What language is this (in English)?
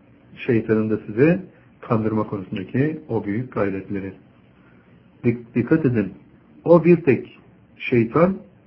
Turkish